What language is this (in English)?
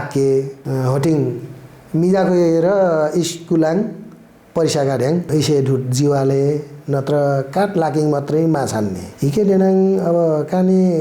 Nepali